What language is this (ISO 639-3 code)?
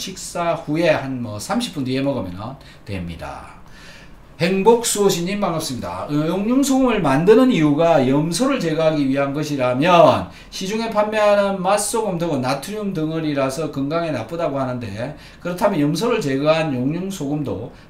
kor